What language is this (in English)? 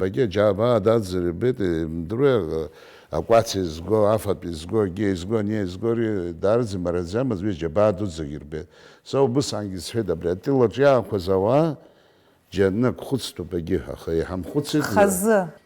Abkhazian